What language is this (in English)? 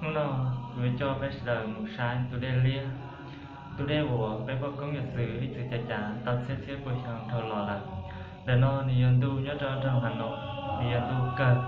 Hmong